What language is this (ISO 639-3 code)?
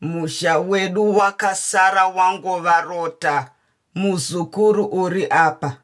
sna